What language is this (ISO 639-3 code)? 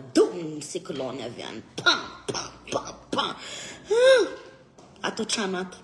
mlg